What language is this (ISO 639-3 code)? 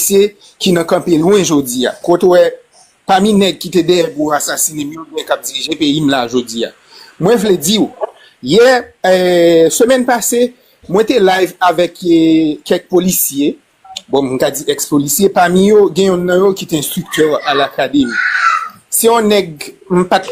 hat